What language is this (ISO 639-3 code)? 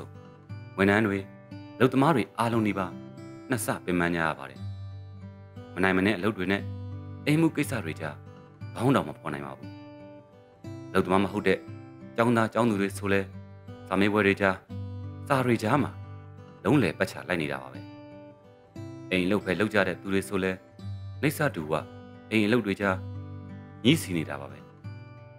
mya